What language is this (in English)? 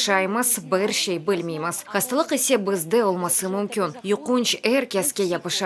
Crimean Tatar